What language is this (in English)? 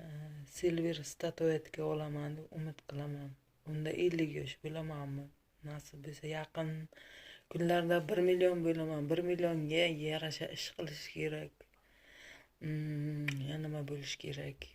Uzbek